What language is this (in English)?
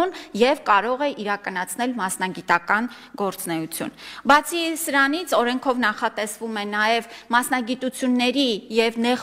Armenian